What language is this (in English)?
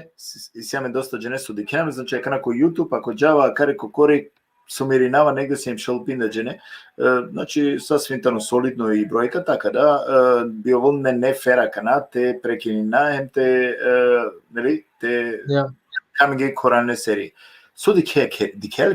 Balkan Romani